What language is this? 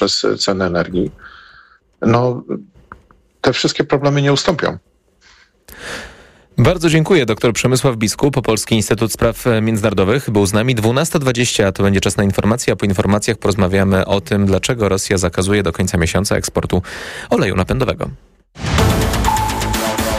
Polish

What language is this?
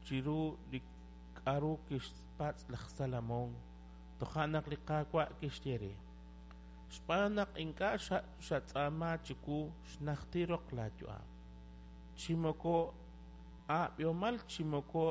Kekchí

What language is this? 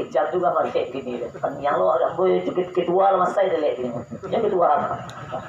Minangkabau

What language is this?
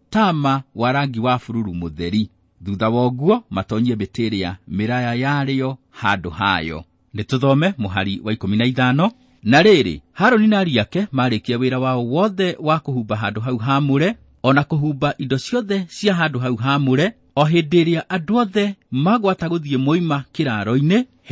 Kikuyu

